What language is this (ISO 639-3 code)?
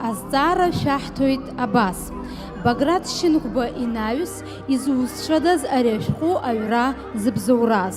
abk